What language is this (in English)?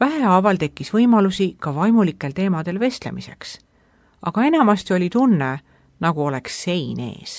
Estonian